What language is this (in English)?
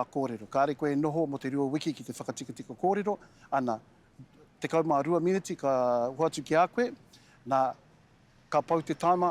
Māori